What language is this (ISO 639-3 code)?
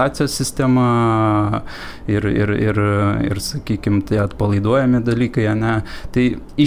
lit